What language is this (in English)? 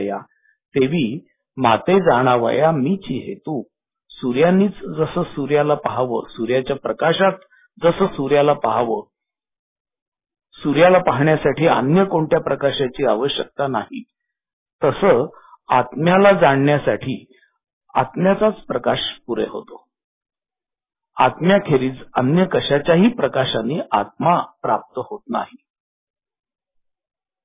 Marathi